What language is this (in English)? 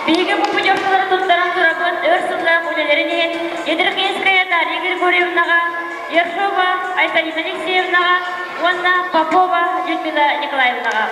Yakut